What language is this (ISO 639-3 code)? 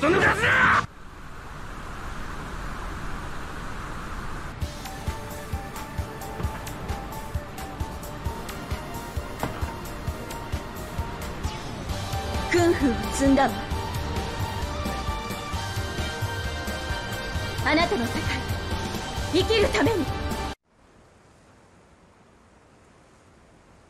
jpn